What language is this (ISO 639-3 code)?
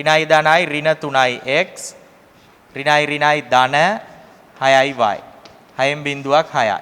sin